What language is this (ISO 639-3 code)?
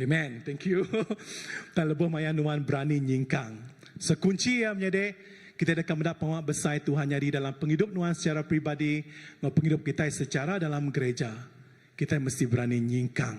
iba